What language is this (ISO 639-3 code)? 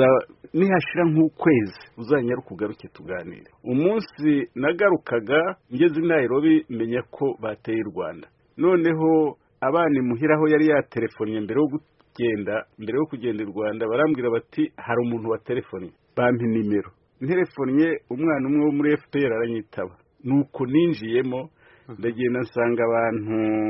kin